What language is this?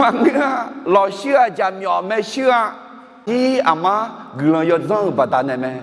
Akha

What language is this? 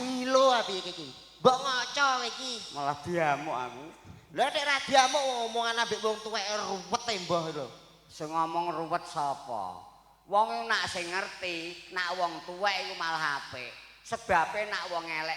Javanese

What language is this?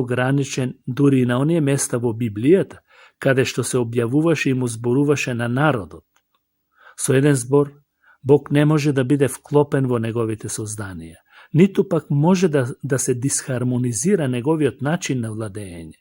Macedonian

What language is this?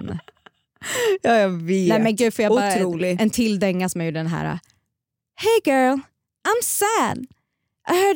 Swedish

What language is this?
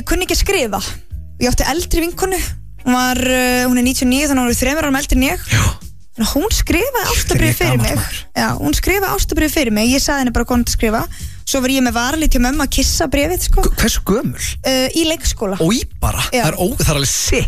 Icelandic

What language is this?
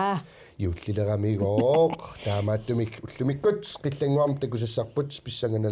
Kalaallisut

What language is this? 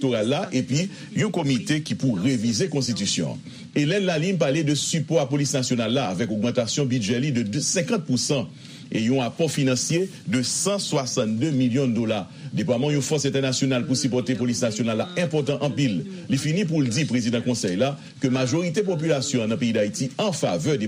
Haitian Creole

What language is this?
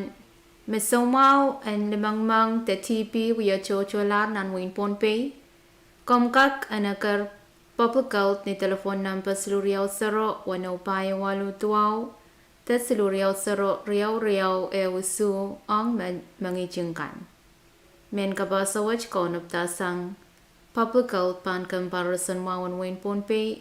Pohnpeian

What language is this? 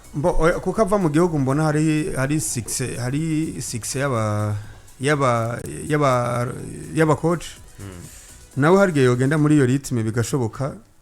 Rundi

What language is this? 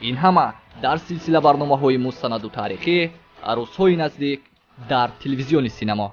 Tajik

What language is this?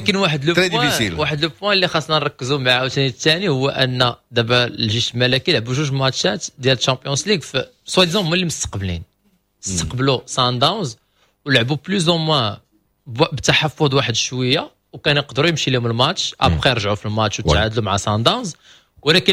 Moroccan Arabic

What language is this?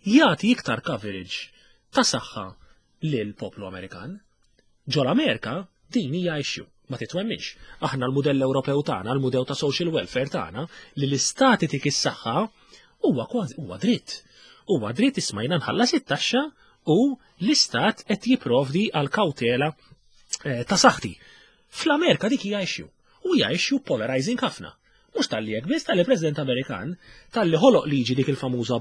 Maltese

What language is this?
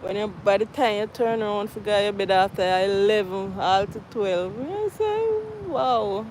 Jamaican Creole English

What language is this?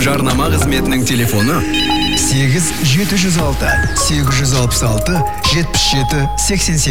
Kazakh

